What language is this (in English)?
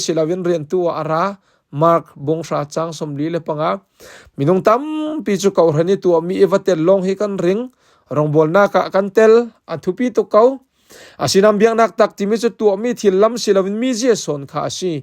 Falam Chin